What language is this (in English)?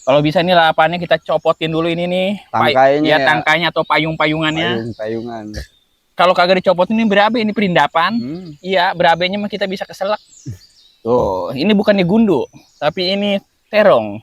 Betawi